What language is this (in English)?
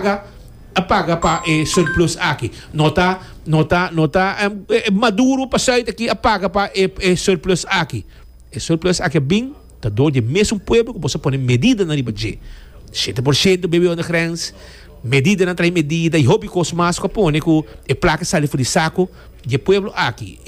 Papiamento